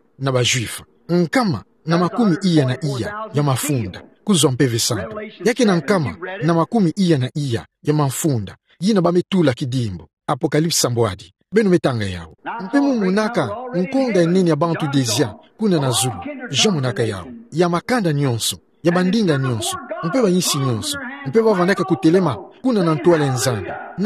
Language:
Kituba (Democratic Republic of Congo)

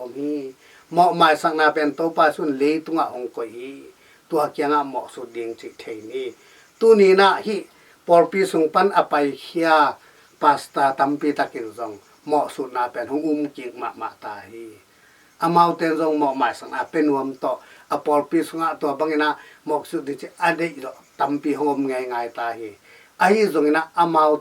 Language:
Tedim Chin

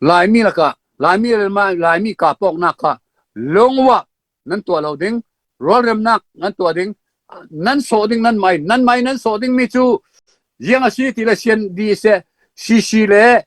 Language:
Falam Chin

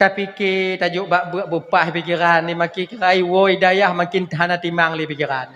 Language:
Achinese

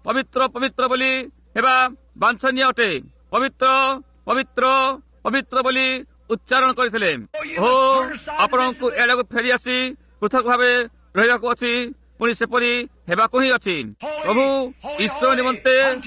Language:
Odia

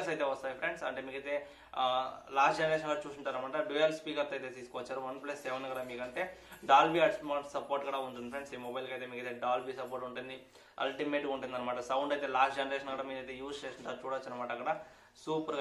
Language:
Telugu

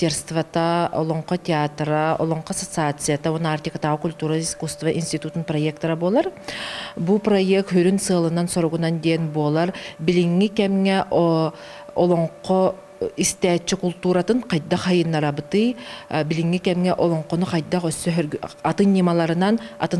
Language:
Yakut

